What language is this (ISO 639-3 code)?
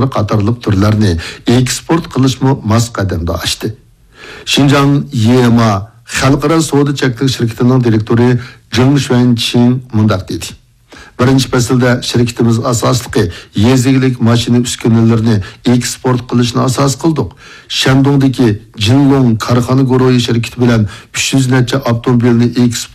uig